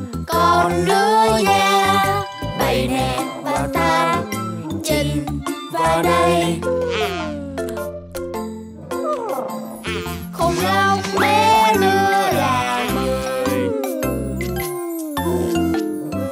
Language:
Vietnamese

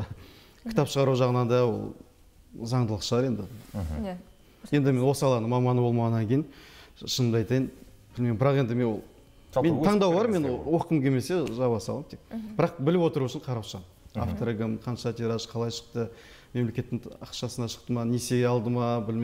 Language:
Kazakh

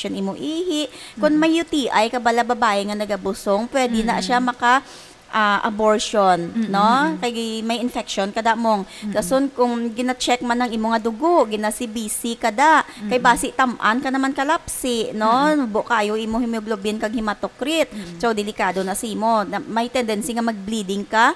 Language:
Hiligaynon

